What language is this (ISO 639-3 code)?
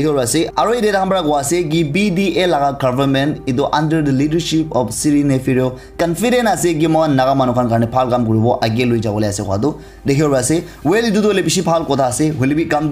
nag